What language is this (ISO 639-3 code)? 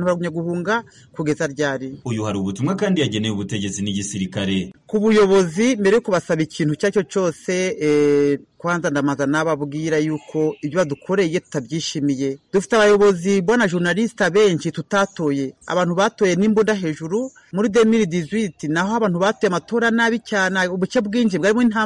kin